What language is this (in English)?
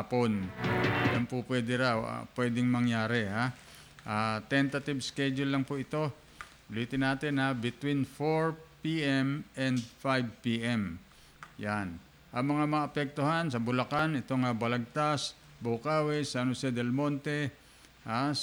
Filipino